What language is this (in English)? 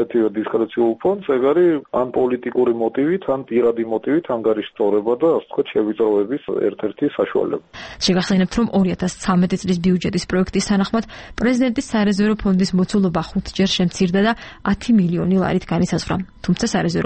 Georgian